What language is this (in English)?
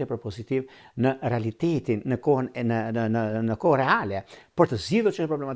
Albanian